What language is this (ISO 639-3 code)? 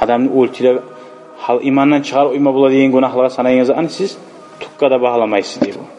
kum